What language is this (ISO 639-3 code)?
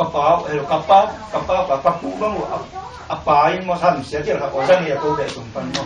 ctd